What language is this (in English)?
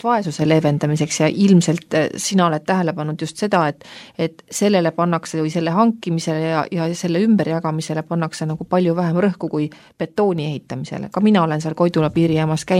Estonian